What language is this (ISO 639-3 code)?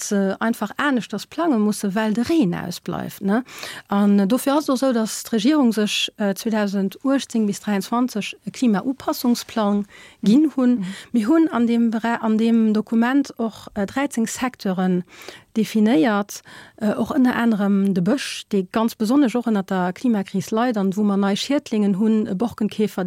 ltz